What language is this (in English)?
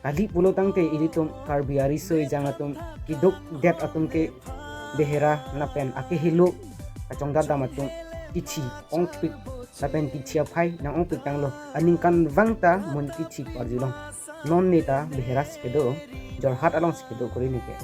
Karbi